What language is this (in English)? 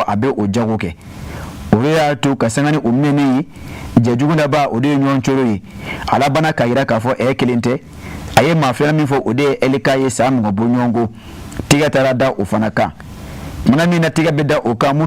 Bambara